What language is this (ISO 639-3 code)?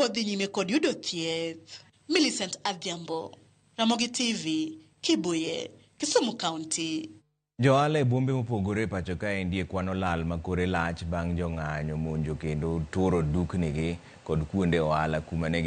luo